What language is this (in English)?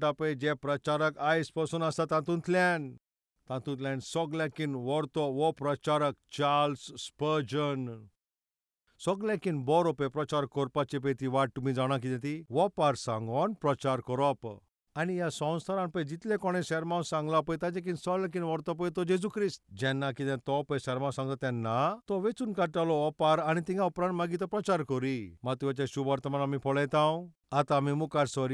Konkani